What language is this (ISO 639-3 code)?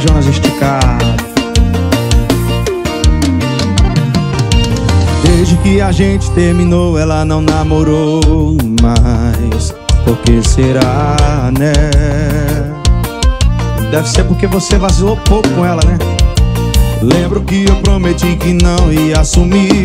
por